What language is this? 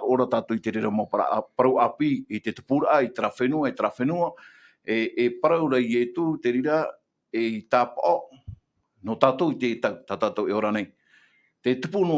Tahitian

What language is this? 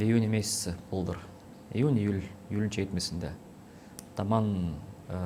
Gagauz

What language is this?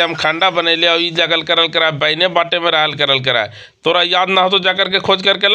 Magahi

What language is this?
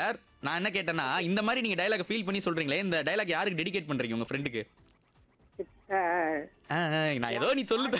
Tamil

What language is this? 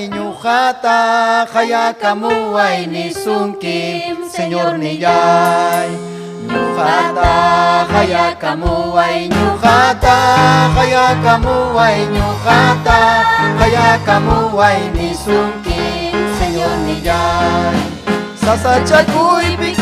Ayacucho Quechua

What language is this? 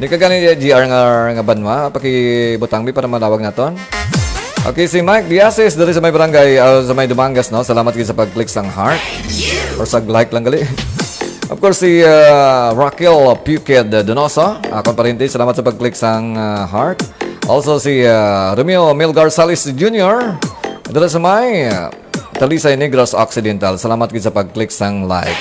Hiligaynon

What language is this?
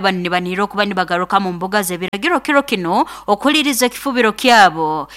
Nyoro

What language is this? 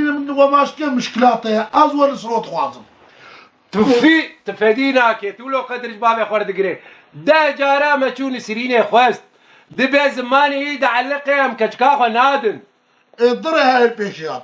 Kurdish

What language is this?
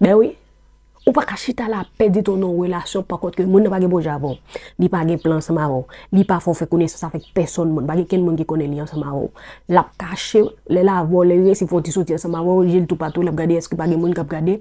Haitian Creole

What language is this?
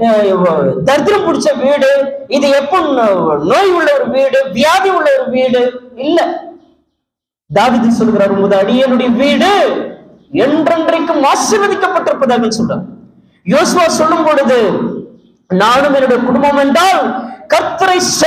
Tamil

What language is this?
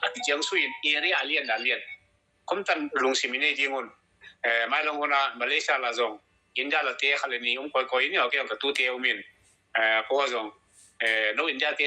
Tedim Chin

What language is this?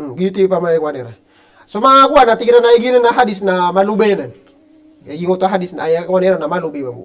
Maranao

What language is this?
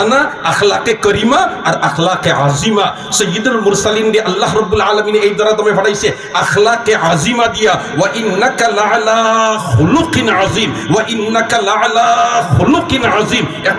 Sylheti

